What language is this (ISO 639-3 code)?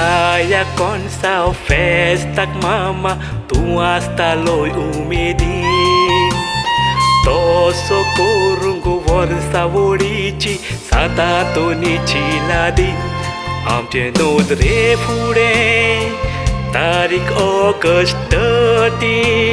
kok